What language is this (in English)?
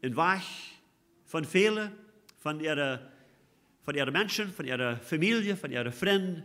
Plautdietsch